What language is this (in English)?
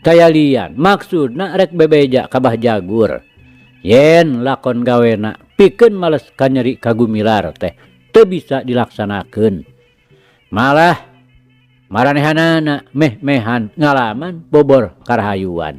Sundanese